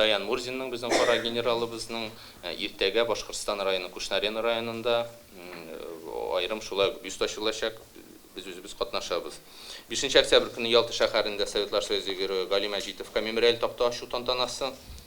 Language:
Tatar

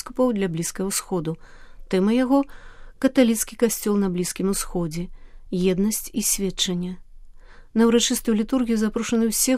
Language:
Belarusian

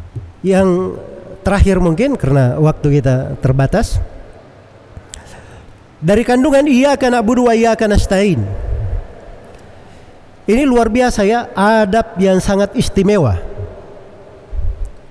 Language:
Indonesian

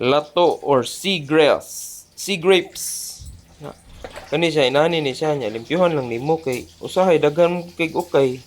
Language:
Cebuano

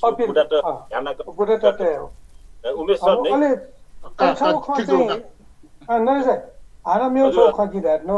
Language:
Newari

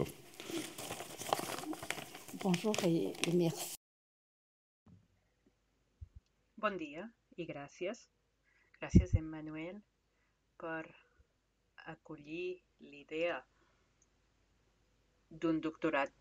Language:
Catalan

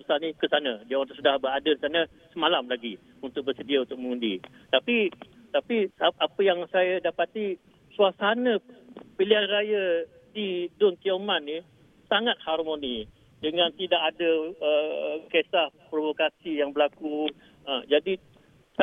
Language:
Malay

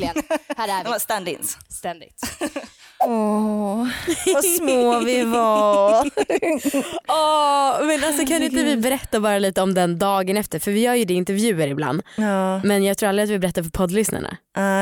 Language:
Swedish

